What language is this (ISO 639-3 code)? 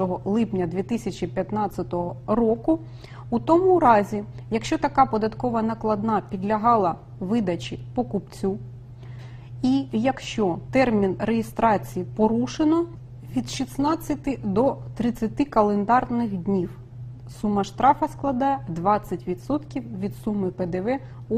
ukr